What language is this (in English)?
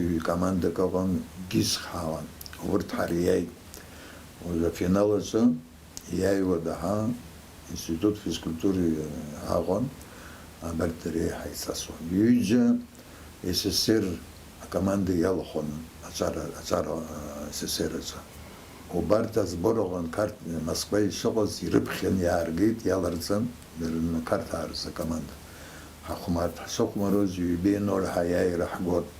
Abkhazian